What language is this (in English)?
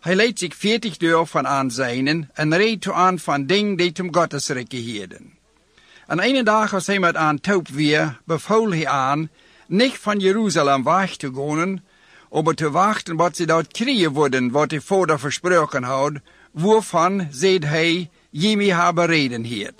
Dutch